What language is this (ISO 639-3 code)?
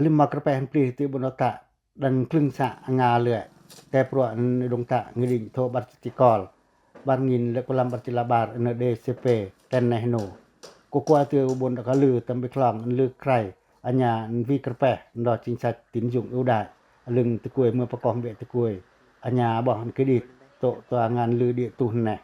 pac